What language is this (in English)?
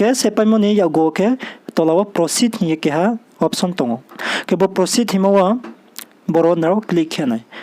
Riang (India)